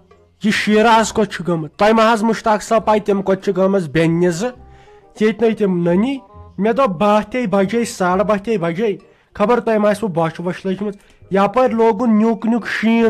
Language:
Kashmiri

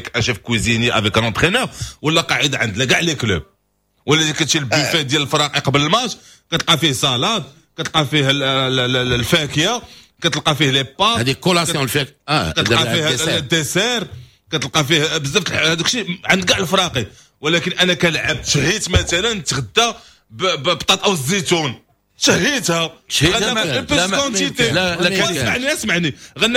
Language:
Moroccan Arabic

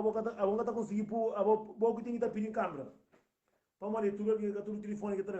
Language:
Kabuverdianu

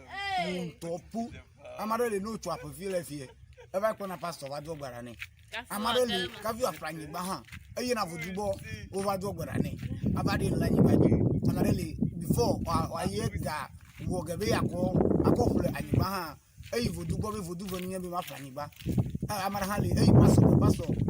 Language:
Ewe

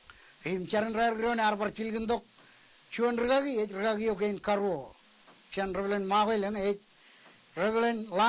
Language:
Marshallese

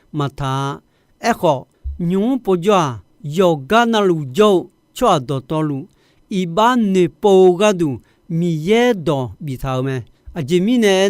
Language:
Akha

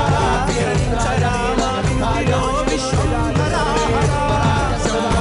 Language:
Telugu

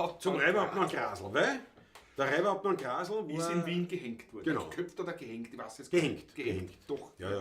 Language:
Bavarian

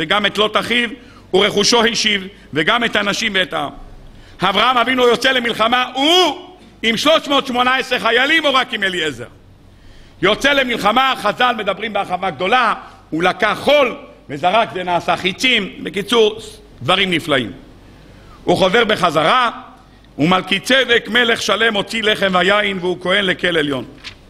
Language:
Hebrew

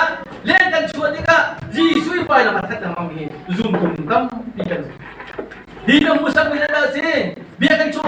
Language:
Hakha Chin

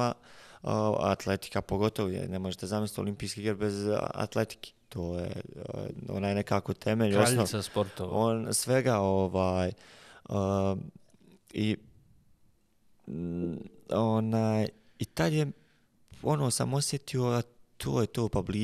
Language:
Bosnian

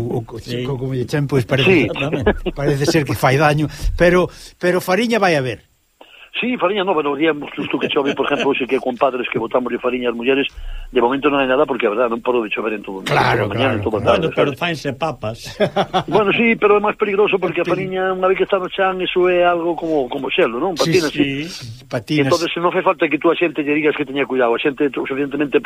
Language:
Galician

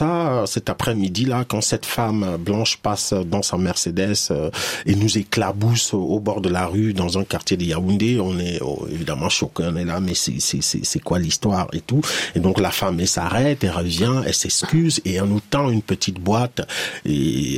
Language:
French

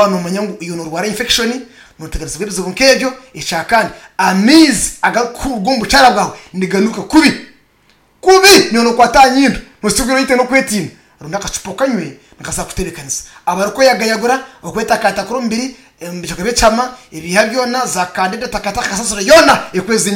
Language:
Nyankole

